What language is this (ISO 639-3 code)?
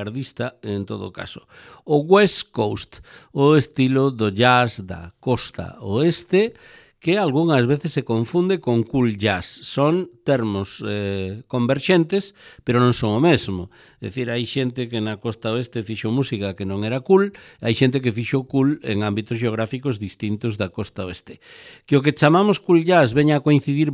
glg